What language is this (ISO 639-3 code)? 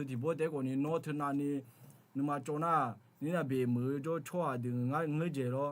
ahk